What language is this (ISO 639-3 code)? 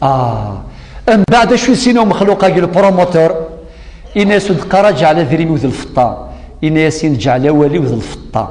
kab